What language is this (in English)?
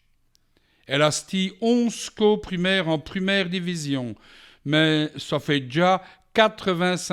Walloon